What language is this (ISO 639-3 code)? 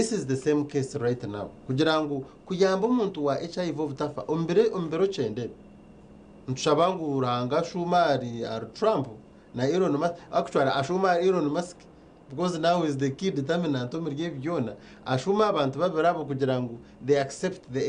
nyn